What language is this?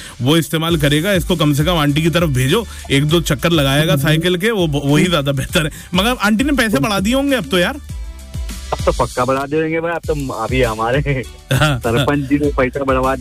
Hindi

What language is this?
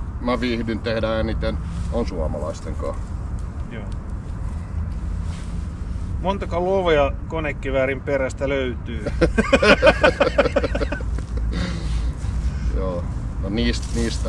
Finnish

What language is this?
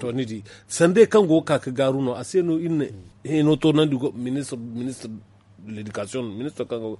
Zarma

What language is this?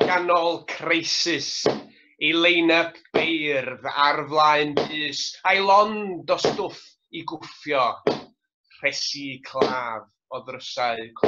Welsh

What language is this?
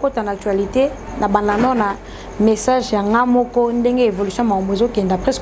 Lingala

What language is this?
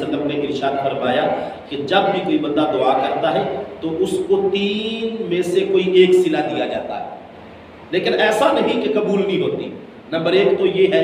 Urdu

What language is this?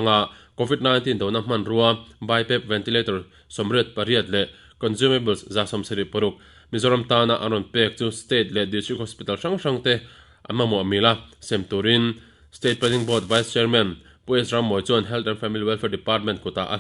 Mizo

